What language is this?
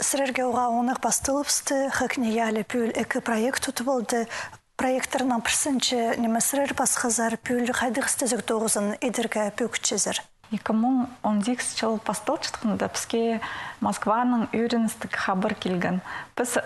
Khakas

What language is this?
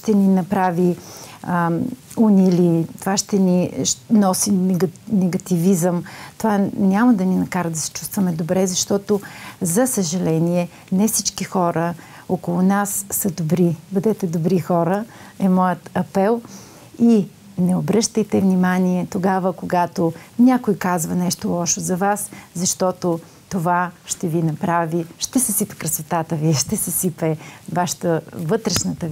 Bulgarian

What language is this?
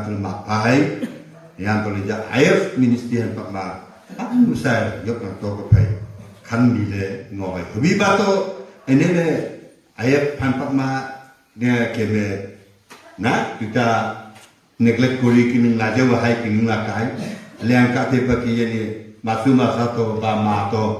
Wancho Naga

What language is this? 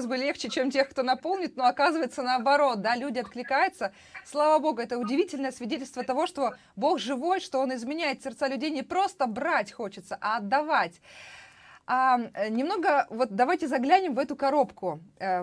Russian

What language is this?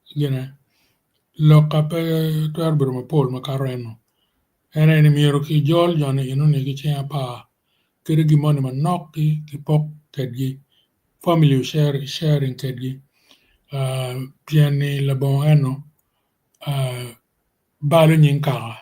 Acoli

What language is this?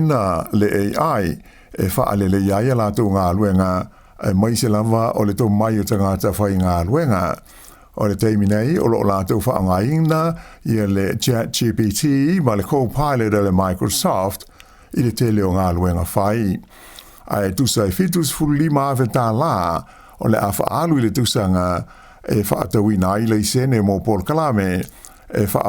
Samoan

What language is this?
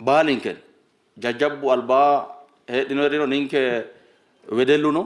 Sidamo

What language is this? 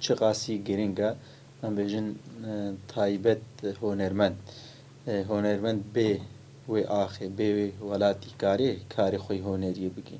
Kurdish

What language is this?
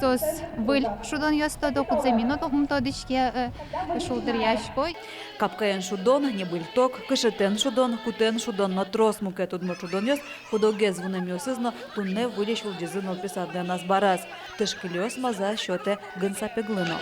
Udmurt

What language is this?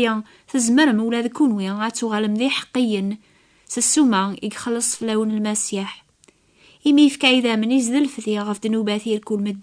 Kabyle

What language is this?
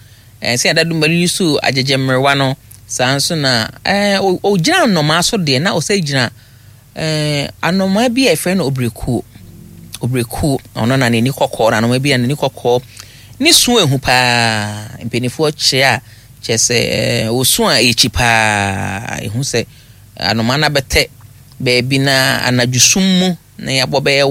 Akan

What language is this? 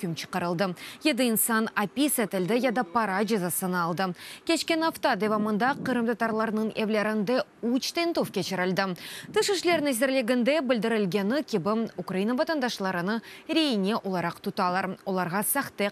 Crimean Tatar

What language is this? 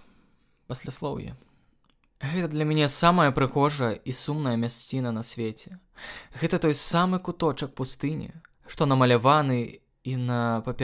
Belarusian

